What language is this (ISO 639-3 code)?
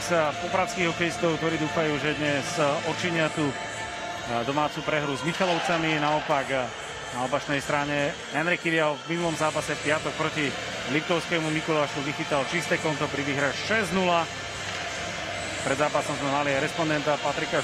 slk